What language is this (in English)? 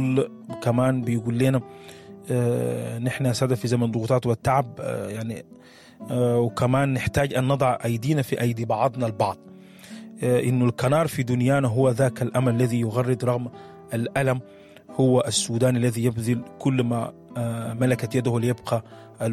Sudanese Arabic